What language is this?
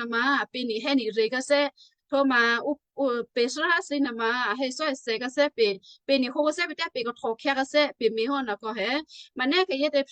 Western Kayah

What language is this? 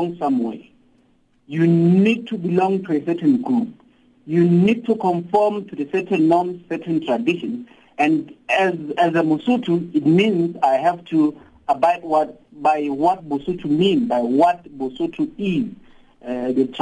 English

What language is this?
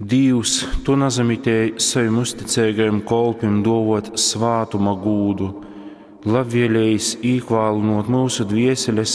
Latgalian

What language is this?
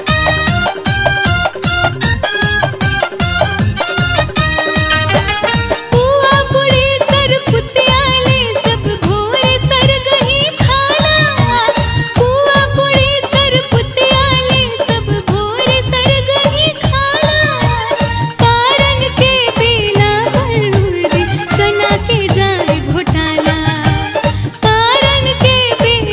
Bhojpuri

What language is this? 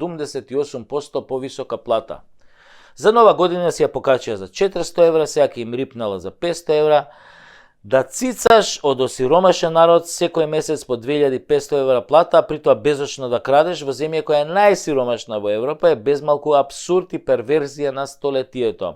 Macedonian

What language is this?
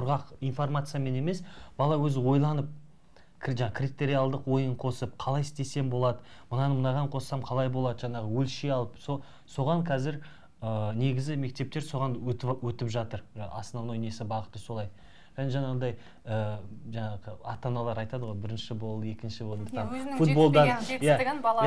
Kazakh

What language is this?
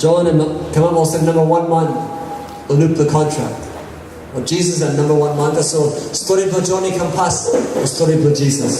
Tok Pisin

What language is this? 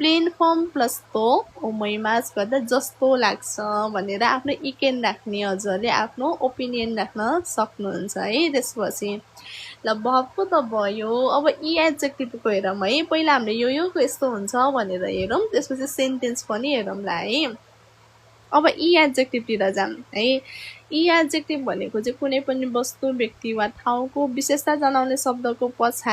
Nepali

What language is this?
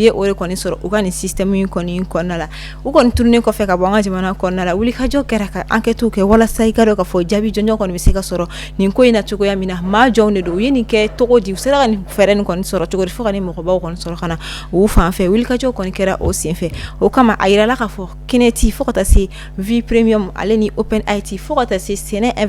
Bambara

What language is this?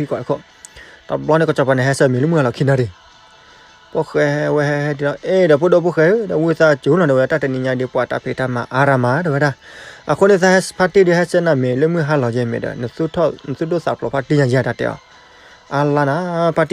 S'gaw Karen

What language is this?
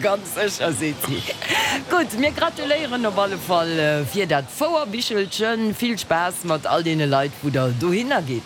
Luxembourgish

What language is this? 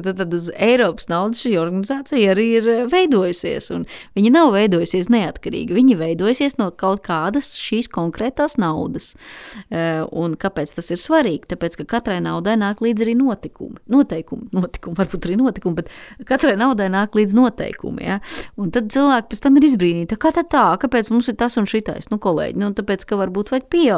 Latvian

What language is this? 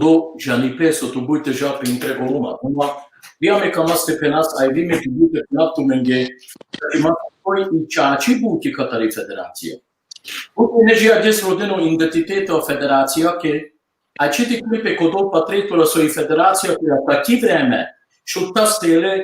Balkan Romani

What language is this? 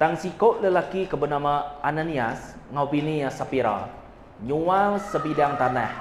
Iban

